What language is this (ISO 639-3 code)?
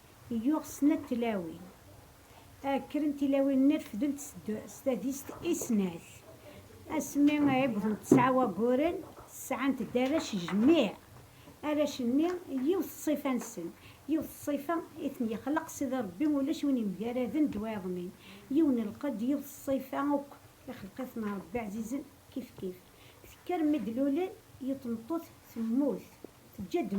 kab